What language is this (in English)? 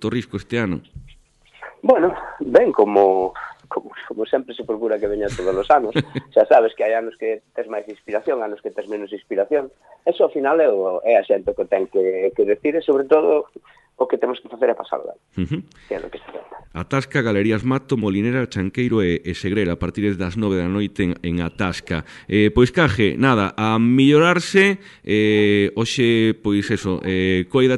Galician